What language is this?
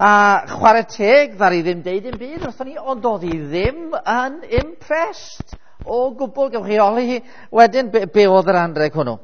Welsh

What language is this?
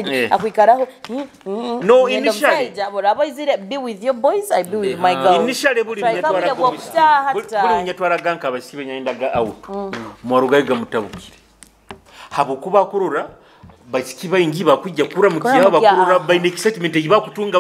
Nyoro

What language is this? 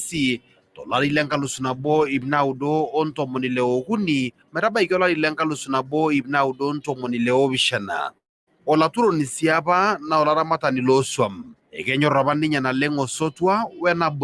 Masai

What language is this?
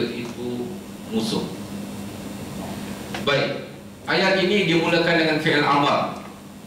Malay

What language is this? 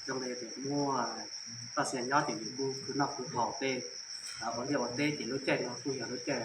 Hmong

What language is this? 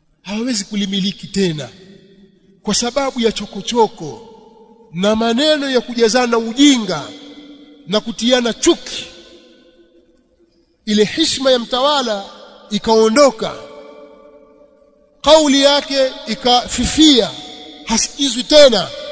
Swahili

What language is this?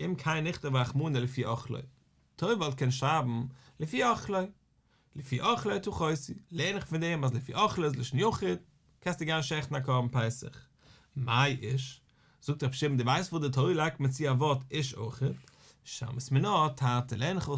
Yiddish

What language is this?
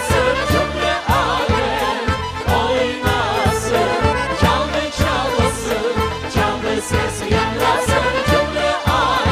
Crimean Tatar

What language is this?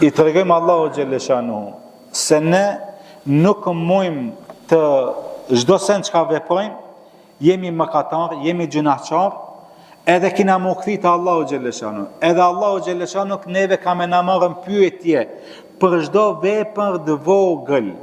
Albanian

